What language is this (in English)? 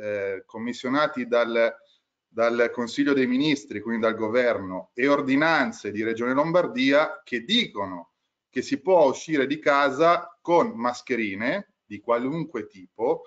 Italian